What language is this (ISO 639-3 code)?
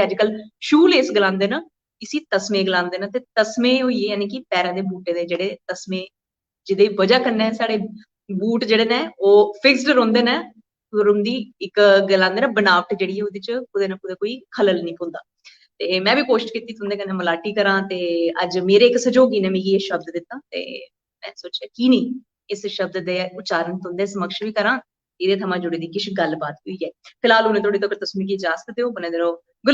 doi